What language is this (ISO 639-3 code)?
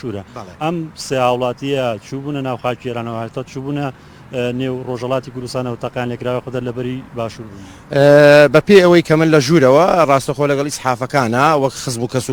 ckb